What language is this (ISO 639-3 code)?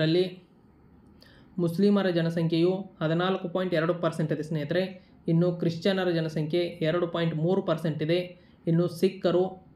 kan